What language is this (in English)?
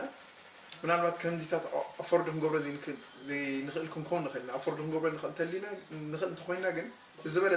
Tigrinya